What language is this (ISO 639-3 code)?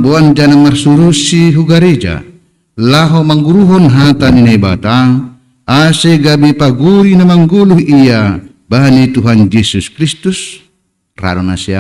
bts